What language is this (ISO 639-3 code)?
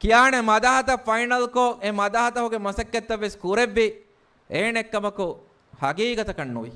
div